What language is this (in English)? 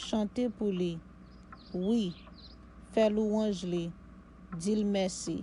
Haitian Creole